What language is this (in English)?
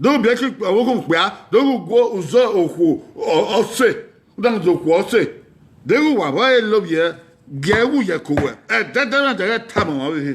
Bini